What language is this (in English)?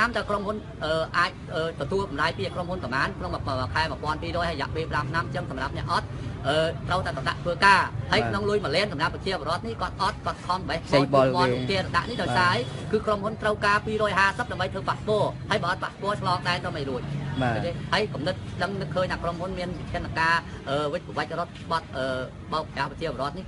Khmer